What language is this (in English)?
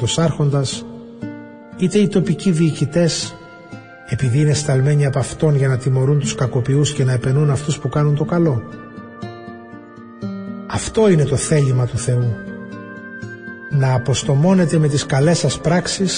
Greek